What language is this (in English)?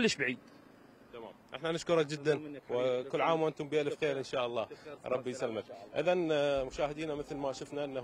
Mesopotamian Arabic